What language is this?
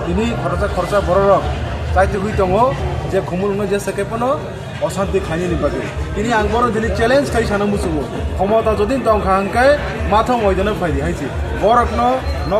Kok Borok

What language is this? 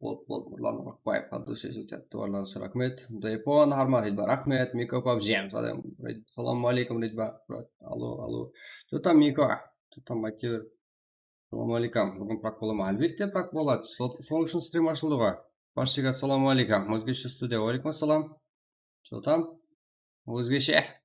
Kara-Kalpak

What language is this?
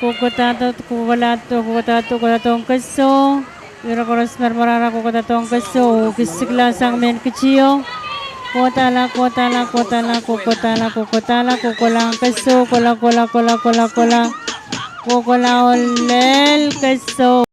Pohnpeian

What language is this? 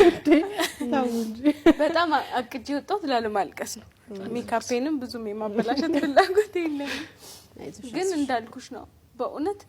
Amharic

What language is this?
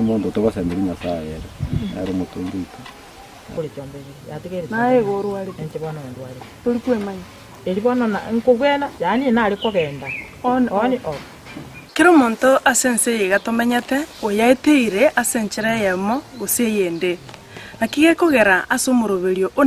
Gusii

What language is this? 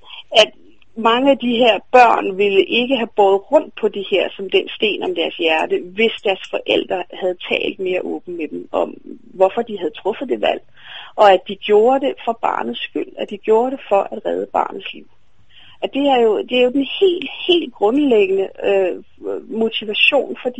Danish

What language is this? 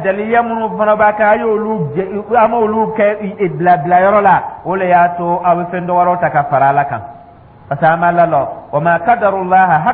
Dyula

